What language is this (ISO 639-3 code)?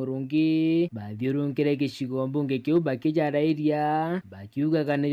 mer